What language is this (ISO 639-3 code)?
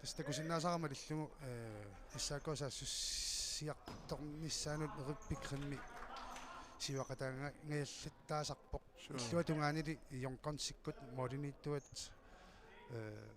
kal